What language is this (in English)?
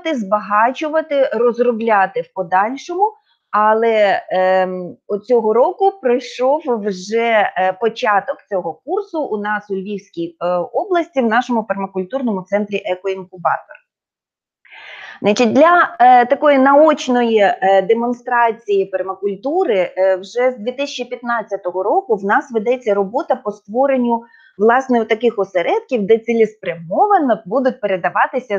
Ukrainian